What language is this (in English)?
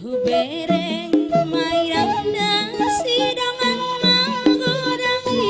Batak Toba